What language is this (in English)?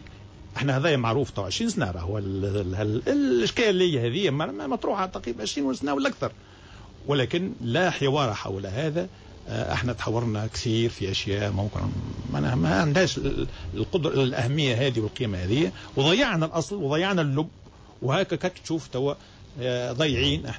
Tunisian Arabic